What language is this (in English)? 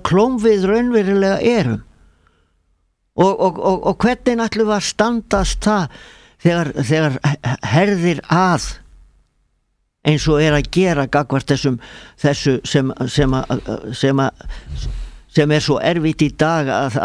Icelandic